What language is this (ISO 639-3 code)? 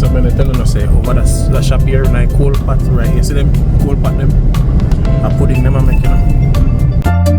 jam